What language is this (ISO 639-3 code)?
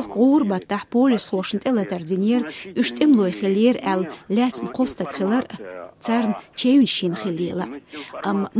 che